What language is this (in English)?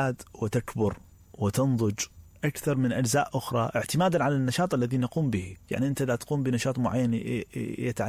Mesopotamian Arabic